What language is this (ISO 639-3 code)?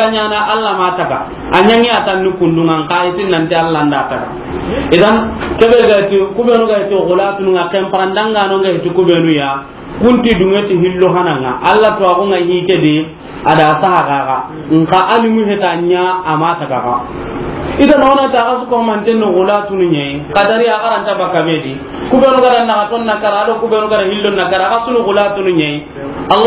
snk